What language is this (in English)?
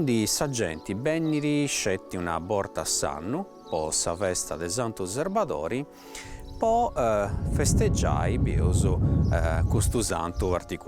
Sardinian